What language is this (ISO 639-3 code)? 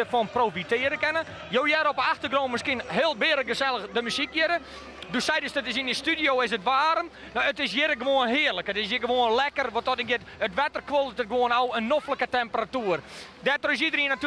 fry